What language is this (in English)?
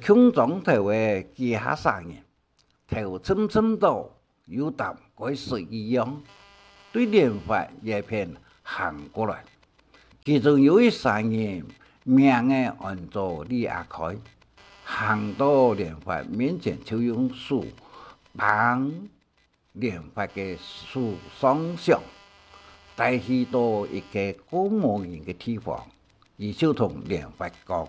Hakka Chinese